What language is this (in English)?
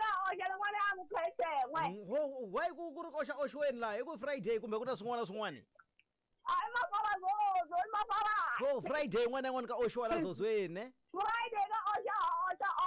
Tsonga